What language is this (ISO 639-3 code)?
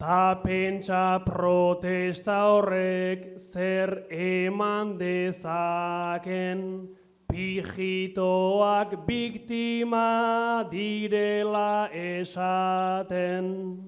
eus